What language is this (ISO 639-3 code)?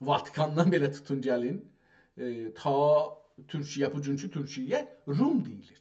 azb